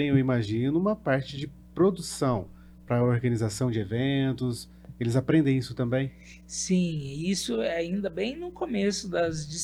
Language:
Portuguese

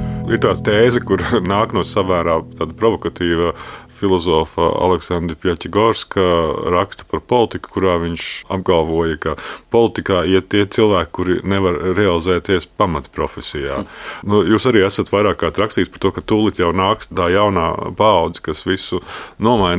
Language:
Latvian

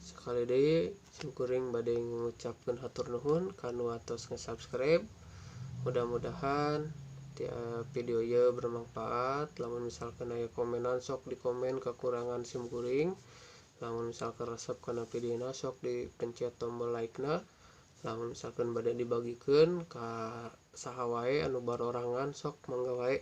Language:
Sundanese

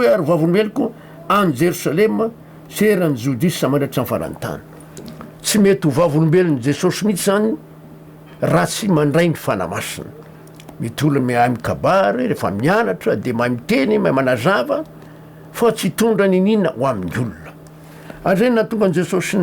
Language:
Malagasy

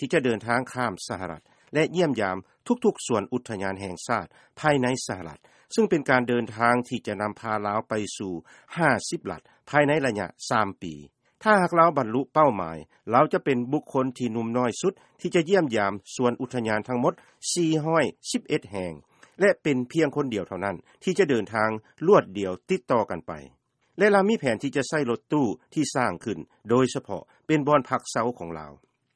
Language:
Lao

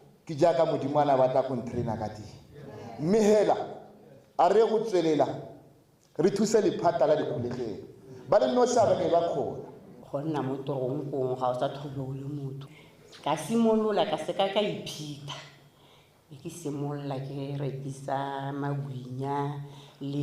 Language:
Tswana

